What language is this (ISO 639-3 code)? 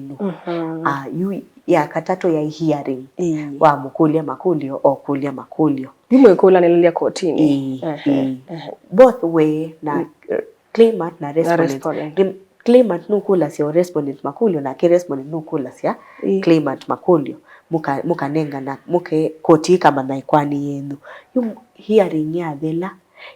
kam